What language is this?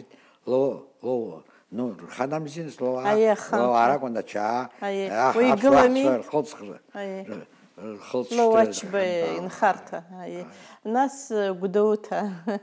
Abkhazian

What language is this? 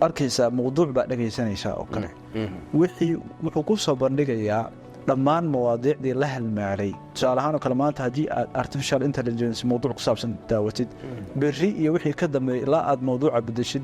Somali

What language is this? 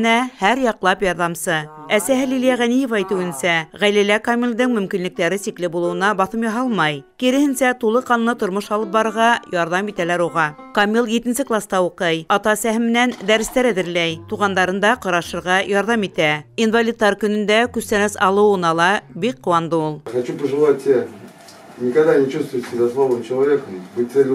Bashkir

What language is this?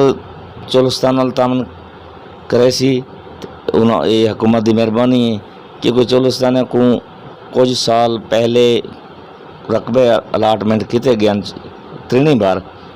Western Panjabi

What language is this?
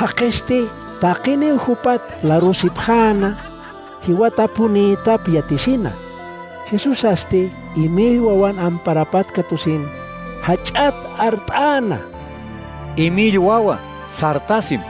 Aymara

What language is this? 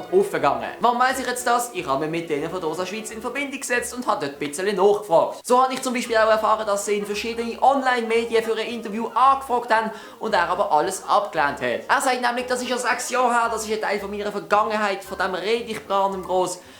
Swiss German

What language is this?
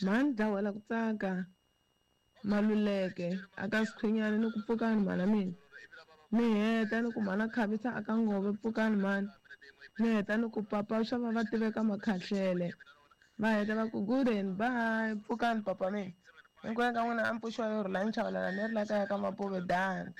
Tsonga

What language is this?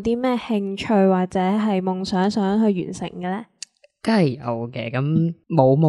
Cantonese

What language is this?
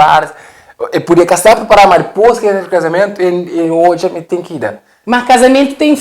Kabuverdianu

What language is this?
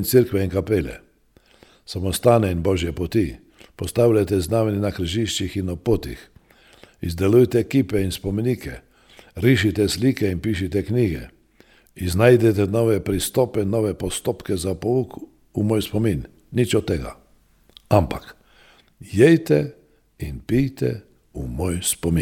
Slovenian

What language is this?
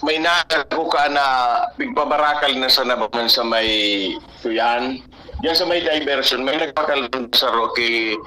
Bikol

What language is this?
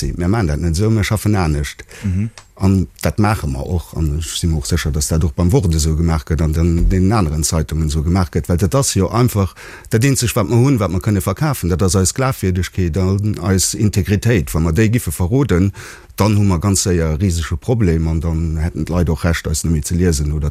Luxembourgish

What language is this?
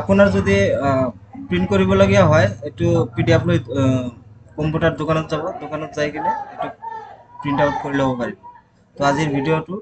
Assamese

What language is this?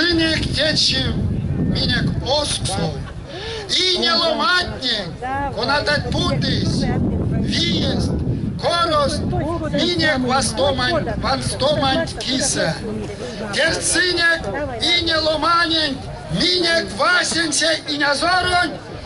Erzya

